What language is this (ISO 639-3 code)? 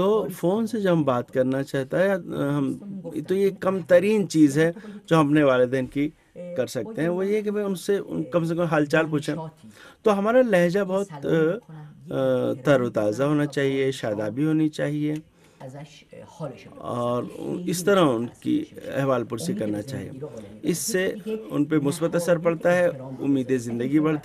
urd